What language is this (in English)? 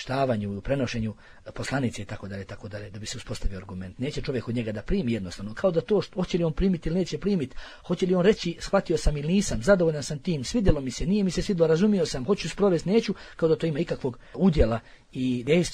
Bosnian